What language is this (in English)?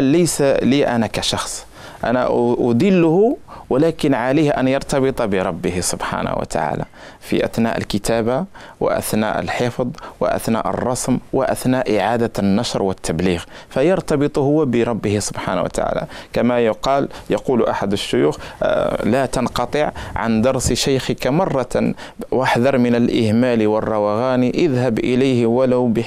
Arabic